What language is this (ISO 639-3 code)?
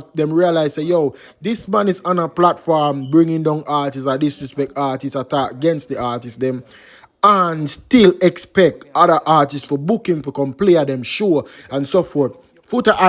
jam